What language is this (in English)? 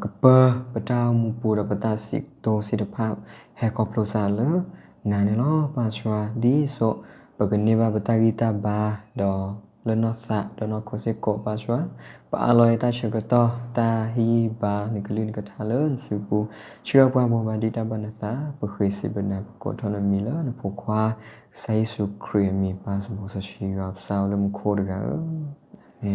S'gaw Karen